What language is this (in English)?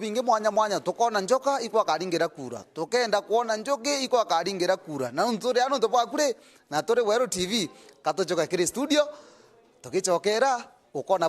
Meru